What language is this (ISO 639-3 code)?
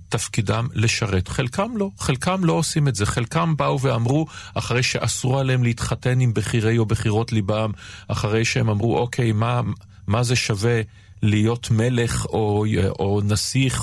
heb